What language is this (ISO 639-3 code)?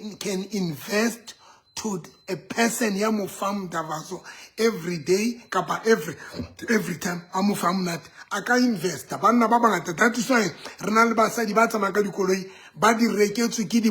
sot